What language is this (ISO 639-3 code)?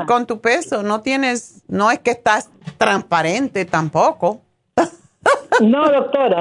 spa